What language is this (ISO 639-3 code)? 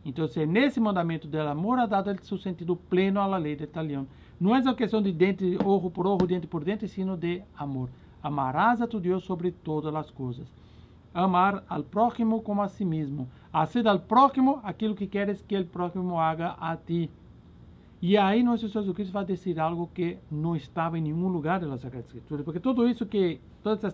por